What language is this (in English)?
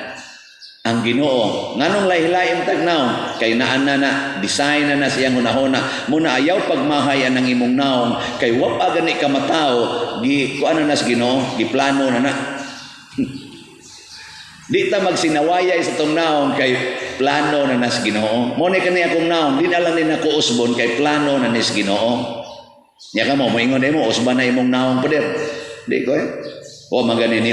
Cebuano